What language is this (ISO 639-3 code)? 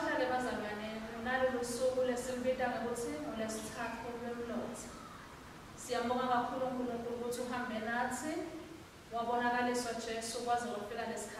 ssw